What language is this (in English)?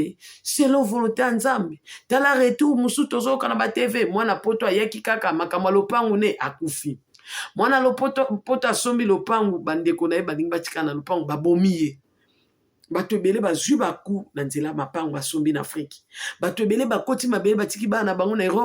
Lingala